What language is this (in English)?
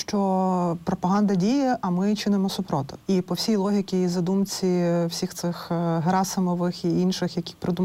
Ukrainian